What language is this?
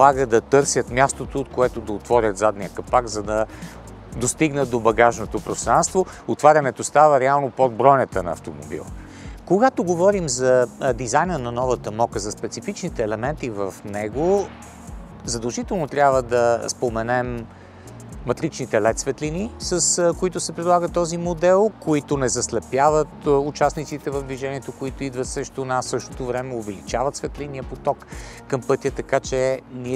Bulgarian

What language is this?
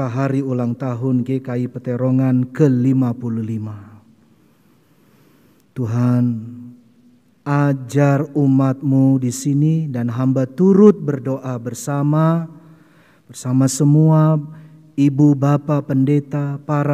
Indonesian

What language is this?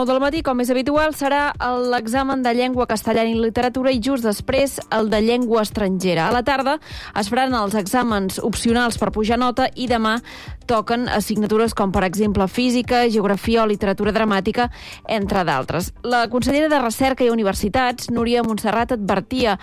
Catalan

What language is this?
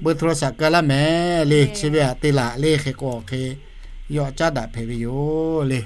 Lahu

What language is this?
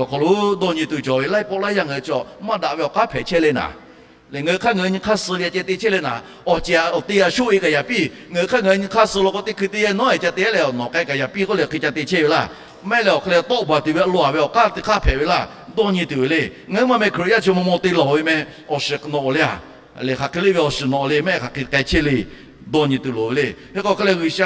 Lahu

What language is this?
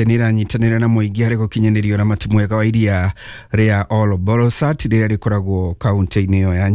Kikuyu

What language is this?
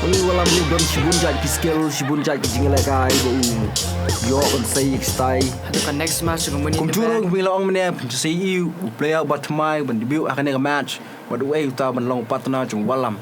Khasi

